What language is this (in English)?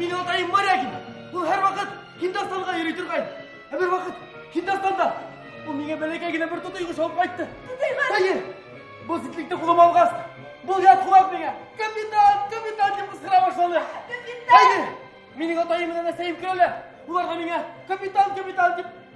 Bashkir